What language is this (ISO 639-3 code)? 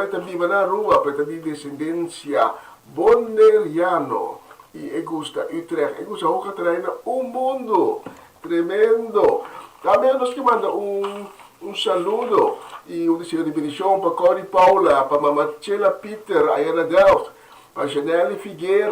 pap